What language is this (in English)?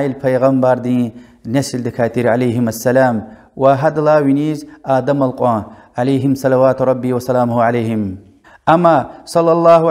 Lezghian